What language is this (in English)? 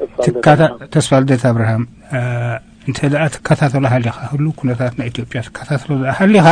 Tigrinya